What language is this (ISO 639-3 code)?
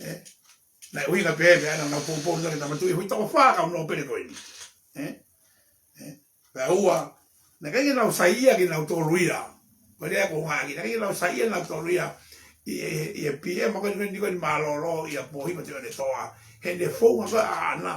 ton